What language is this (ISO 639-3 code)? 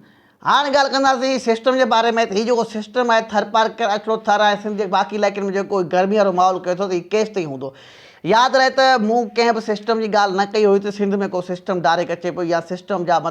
snd